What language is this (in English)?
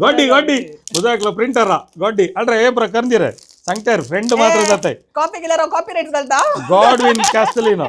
Konkani